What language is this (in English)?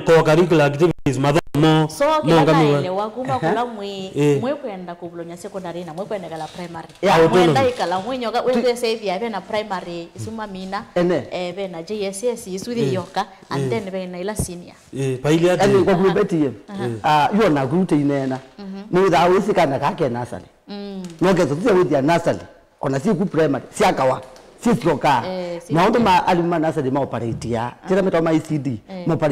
Kamba